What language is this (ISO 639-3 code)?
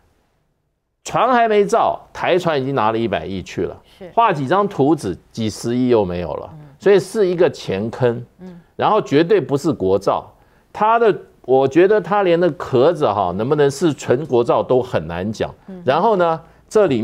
zho